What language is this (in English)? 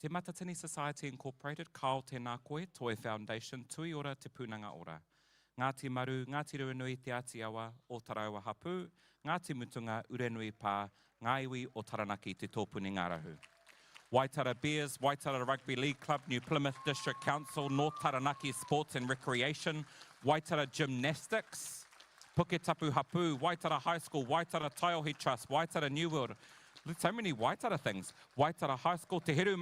Māori